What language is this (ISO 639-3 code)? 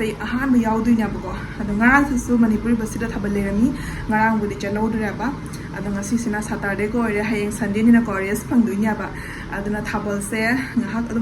mni